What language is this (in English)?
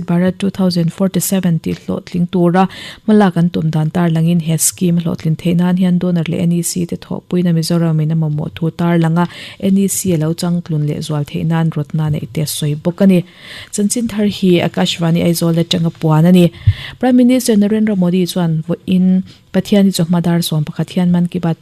Mizo